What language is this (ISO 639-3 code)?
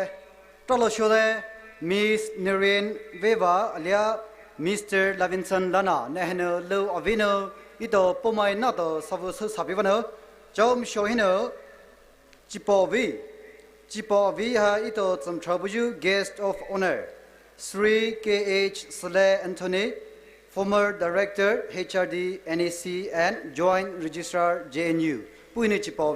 pmx